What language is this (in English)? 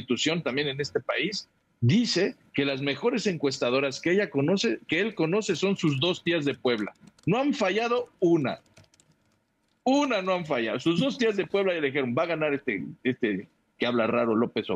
Spanish